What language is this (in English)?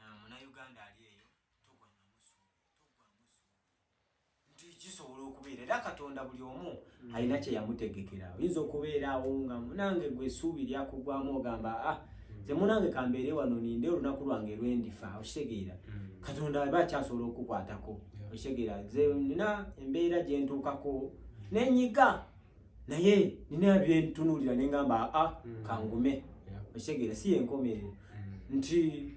Ganda